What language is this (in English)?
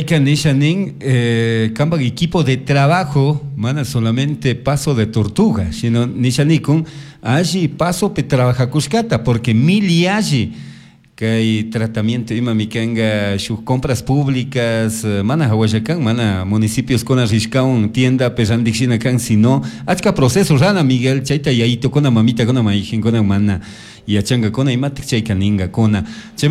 Chimborazo Highland Quichua